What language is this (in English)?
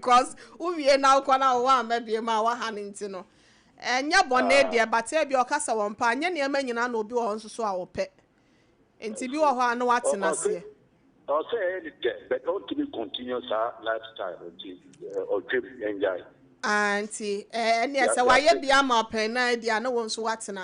Akan